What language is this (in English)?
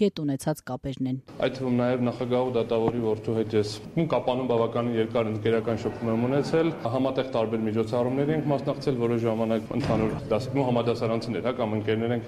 Armenian